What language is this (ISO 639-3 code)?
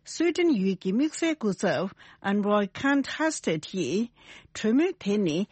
bod